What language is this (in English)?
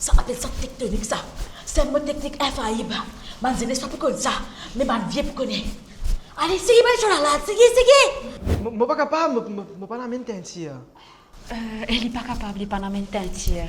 Morisyen